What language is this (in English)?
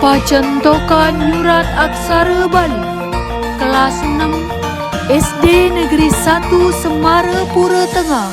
Balinese